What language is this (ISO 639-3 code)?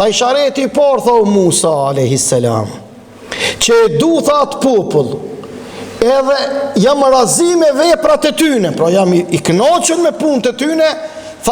sqi